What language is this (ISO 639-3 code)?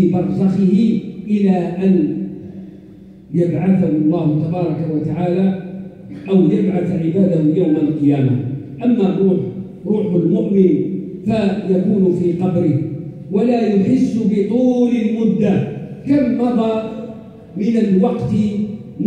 ara